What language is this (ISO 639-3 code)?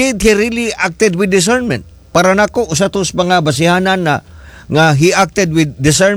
ceb